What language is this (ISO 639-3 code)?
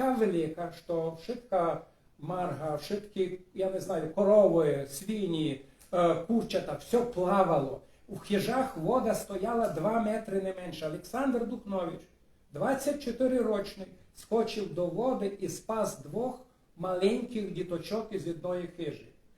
rue